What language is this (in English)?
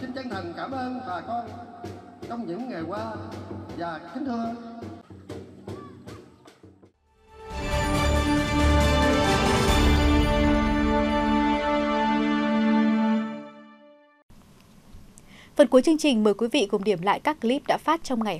Vietnamese